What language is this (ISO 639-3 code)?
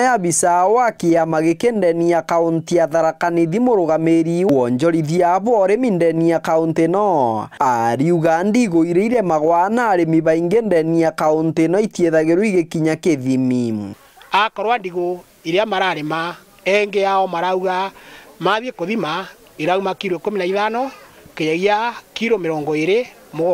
mer